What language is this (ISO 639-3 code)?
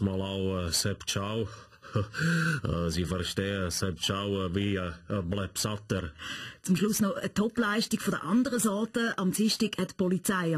gsw